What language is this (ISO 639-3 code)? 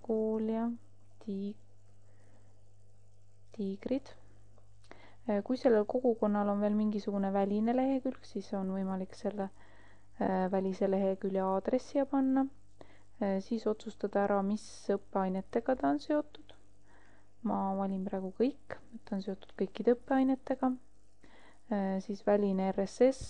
est